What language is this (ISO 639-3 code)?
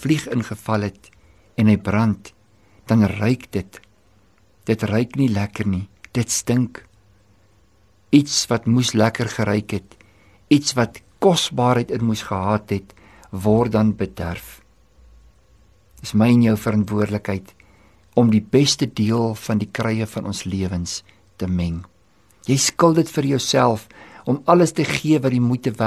afr